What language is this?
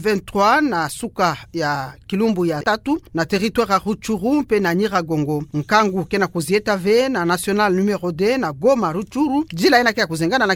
Kituba (Democratic Republic of Congo)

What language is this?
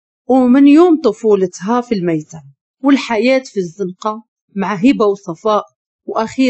Moroccan Arabic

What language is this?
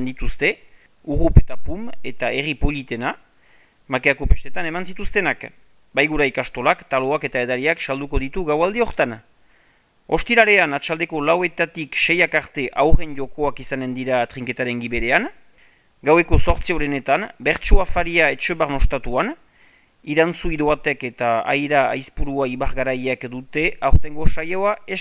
Basque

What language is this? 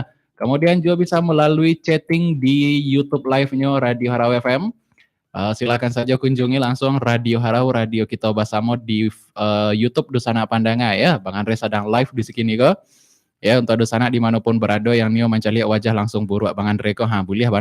Minangkabau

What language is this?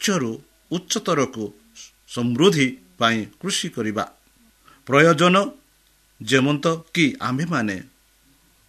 Odia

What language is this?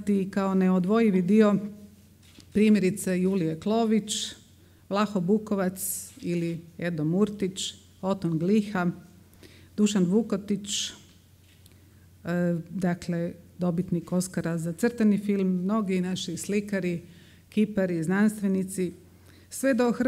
Croatian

